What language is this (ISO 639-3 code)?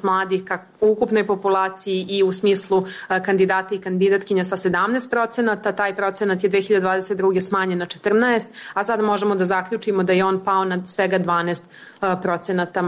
srp